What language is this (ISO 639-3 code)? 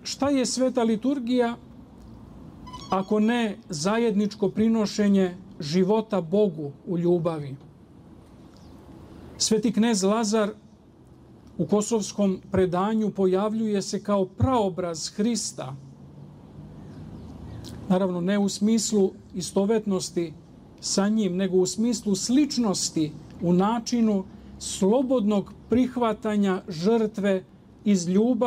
srp